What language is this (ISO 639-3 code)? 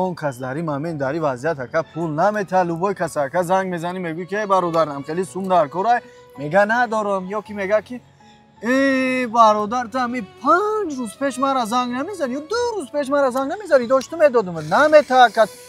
tgk